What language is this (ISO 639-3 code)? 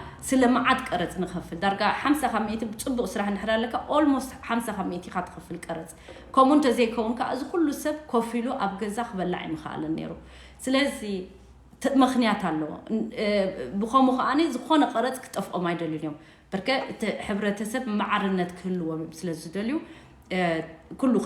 tir